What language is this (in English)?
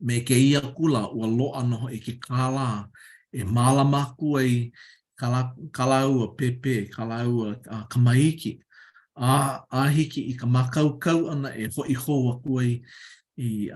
Hawaiian